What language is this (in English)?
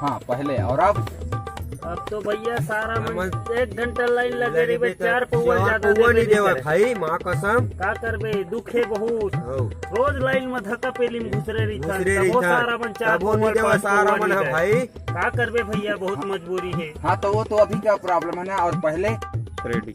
Chhattisgarhi